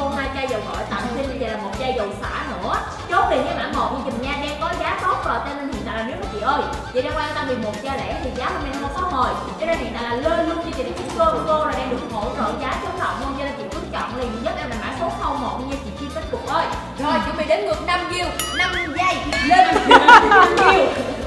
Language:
Vietnamese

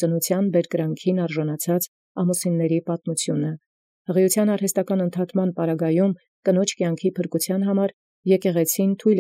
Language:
Armenian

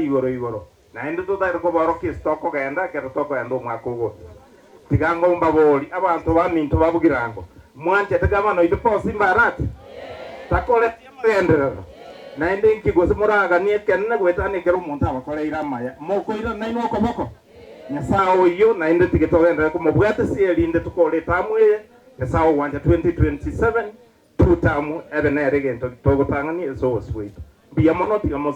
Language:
Gusii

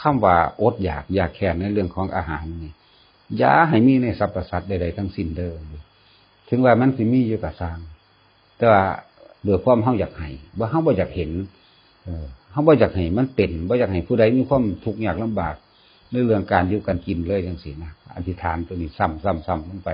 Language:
Northeastern Thai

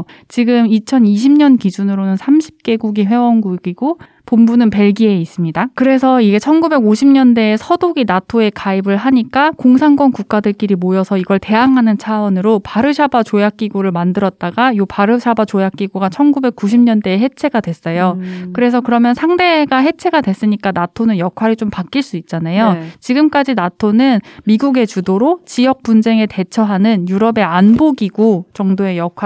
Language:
Korean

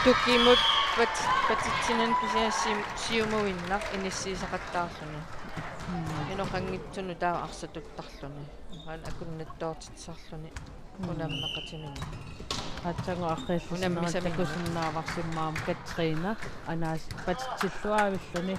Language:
Kalaallisut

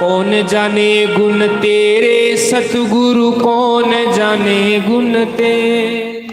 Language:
Dogri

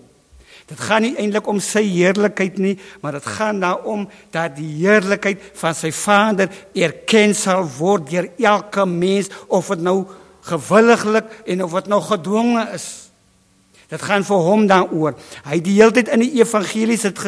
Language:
Afrikaans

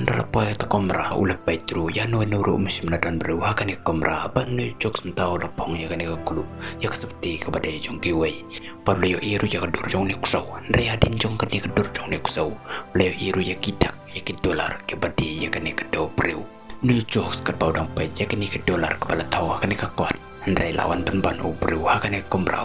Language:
Khasi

